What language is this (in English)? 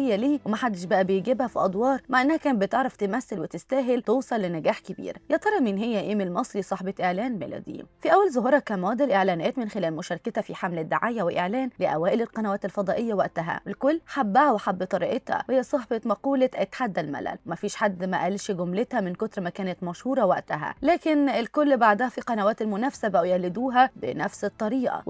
Egyptian Arabic